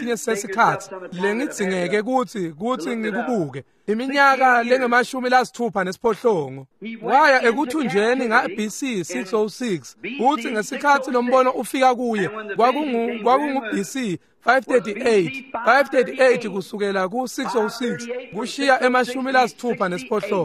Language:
Swati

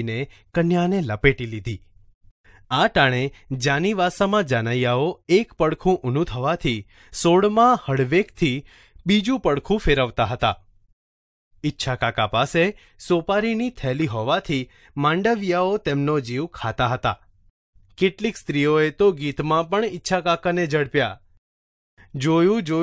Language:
Gujarati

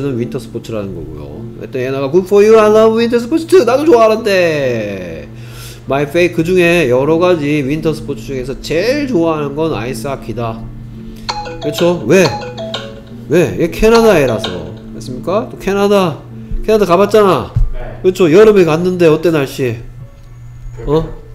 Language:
Korean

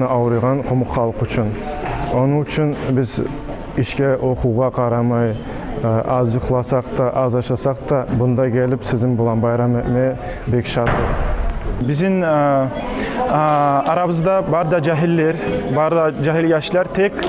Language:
Kumyk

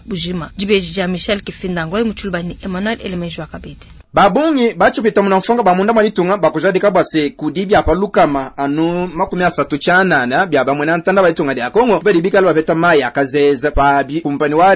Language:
Luba-Lulua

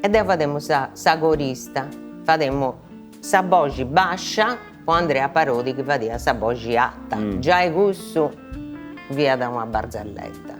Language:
Sardinian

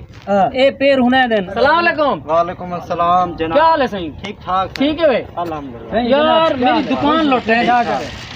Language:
Saraiki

